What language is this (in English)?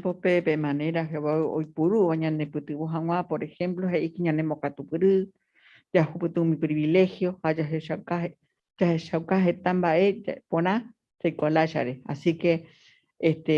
Guarani